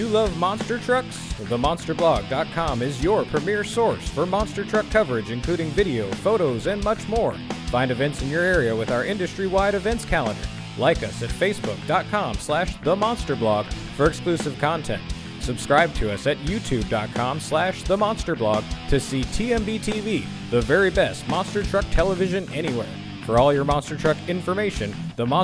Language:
English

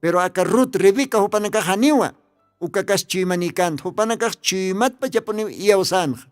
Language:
Aymara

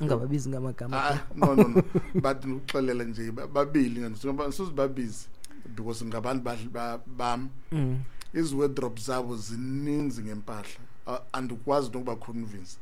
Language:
Xhosa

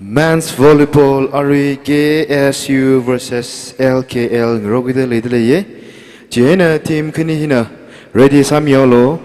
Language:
Tangkhul Naga (India)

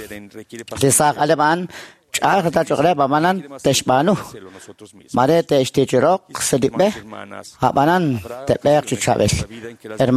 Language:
Kekchí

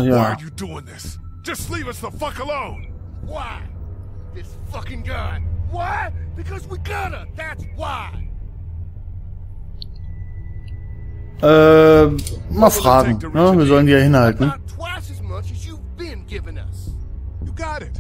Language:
German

